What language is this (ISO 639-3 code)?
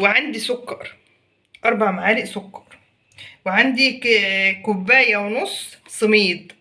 arz